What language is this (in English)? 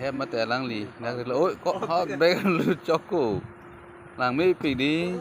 Karbi